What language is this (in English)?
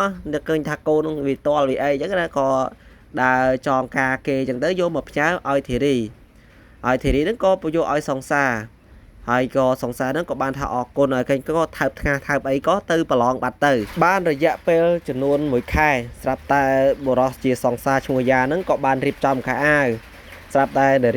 Khmer